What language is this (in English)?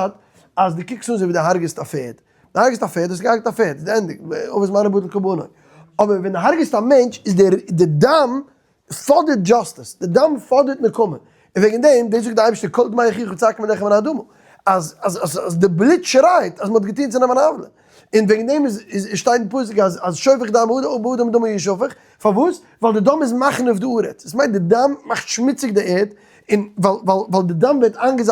Yiddish